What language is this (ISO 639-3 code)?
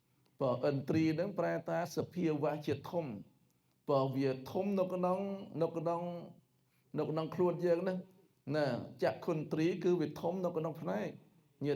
khm